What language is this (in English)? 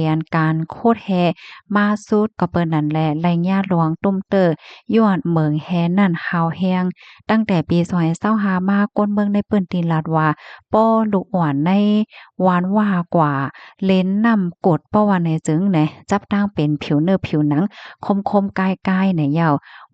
Shan